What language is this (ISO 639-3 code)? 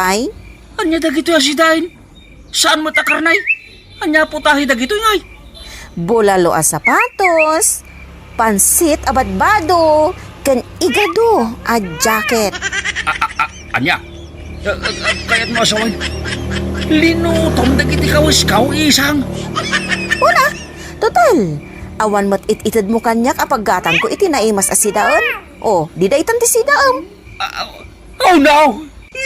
ilo